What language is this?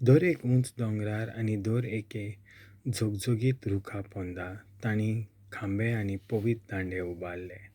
Konkani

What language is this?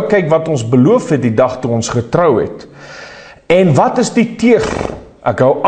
Afrikaans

